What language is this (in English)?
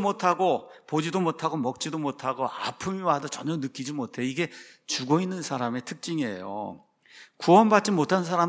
Korean